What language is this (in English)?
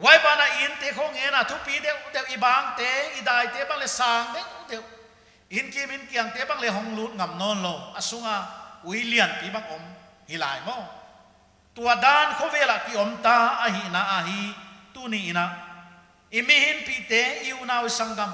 Paite Chin